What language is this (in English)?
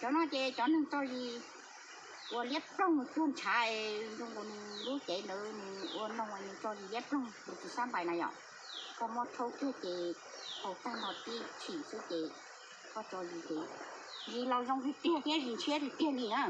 Hmong